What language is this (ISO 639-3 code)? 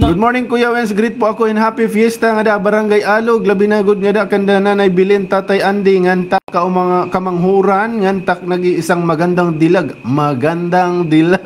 war